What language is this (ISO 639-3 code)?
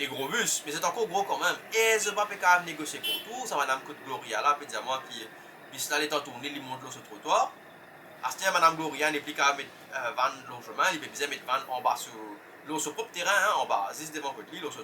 mfe